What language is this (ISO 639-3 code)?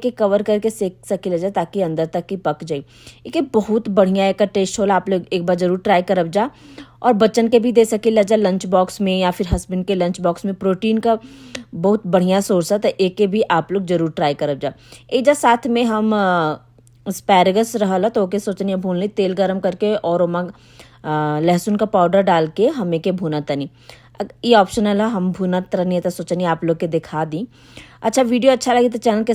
bho